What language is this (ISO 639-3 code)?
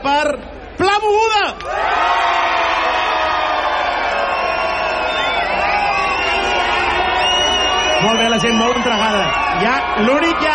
cat